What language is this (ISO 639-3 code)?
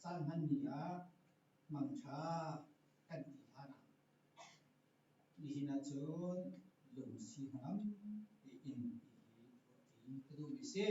cnh